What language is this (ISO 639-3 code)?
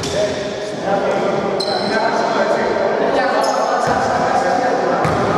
ell